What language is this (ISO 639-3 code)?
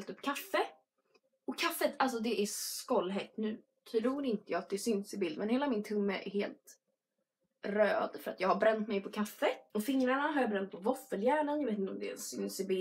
swe